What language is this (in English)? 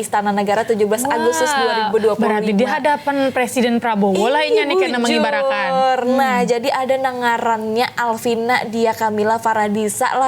Banjar